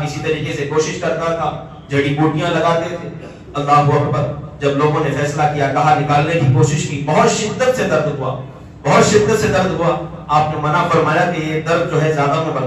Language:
Urdu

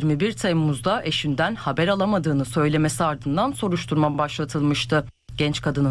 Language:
Turkish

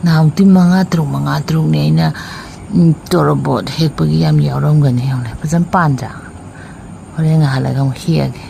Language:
Manipuri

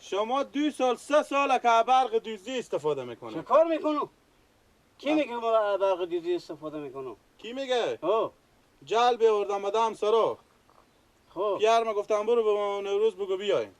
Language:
Persian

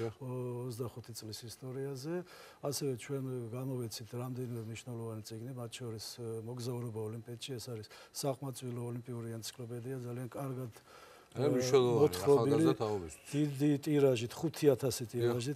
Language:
Georgian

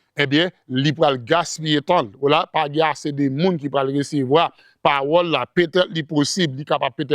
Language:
Haitian Creole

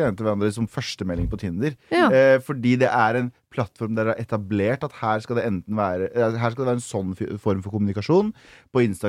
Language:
Norwegian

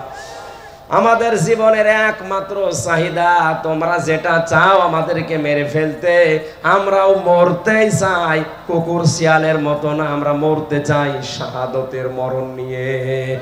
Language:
Bangla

